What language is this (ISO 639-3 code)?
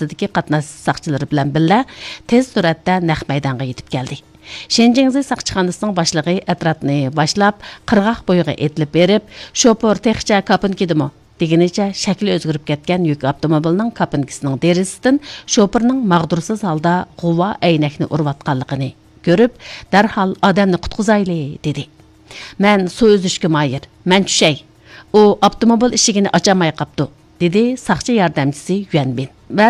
uig